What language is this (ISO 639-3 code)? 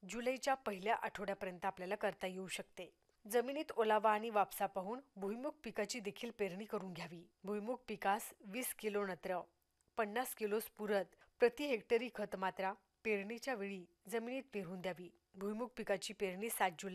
mar